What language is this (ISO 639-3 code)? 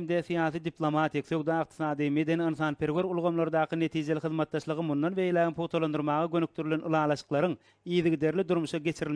tuk